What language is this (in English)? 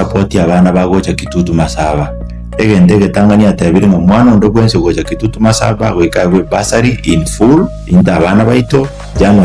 Gusii